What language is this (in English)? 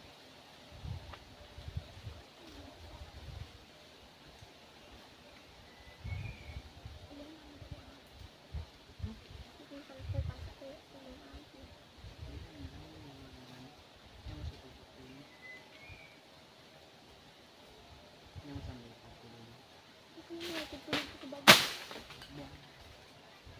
Filipino